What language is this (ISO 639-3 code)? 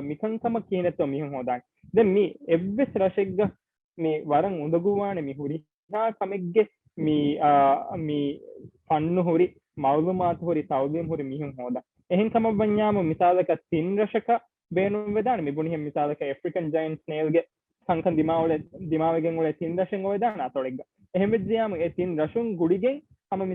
div